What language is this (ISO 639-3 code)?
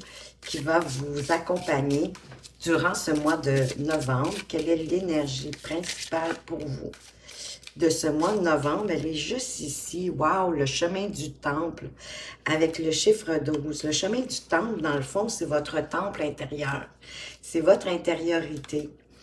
fra